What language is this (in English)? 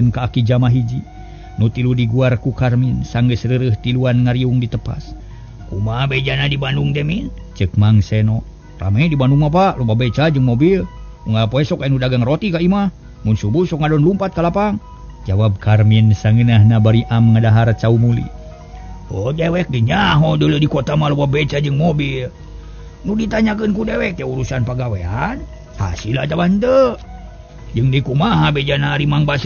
Sundanese